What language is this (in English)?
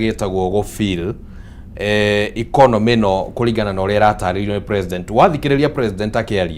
Kikuyu